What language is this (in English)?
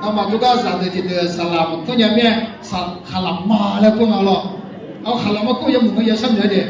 Akha